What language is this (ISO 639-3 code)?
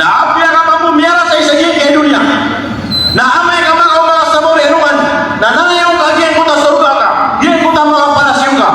mrw